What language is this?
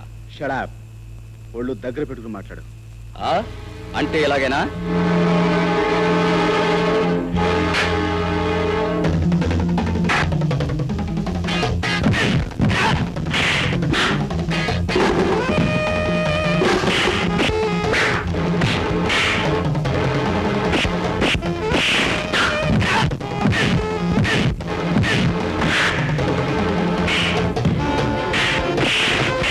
Telugu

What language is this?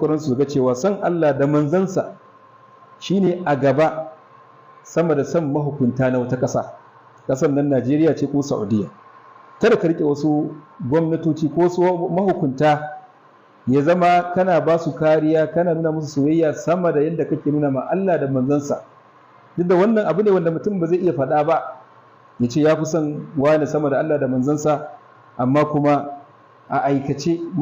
Hausa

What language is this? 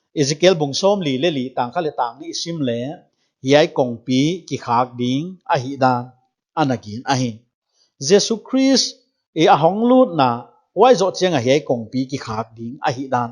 Paite Chin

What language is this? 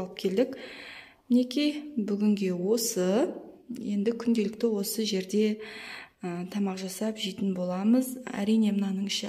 Kazakh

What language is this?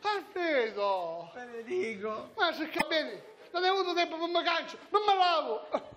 Sicilian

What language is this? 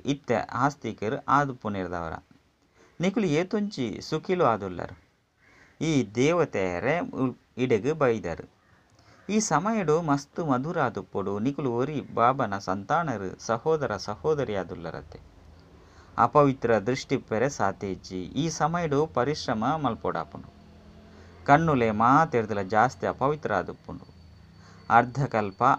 Tulu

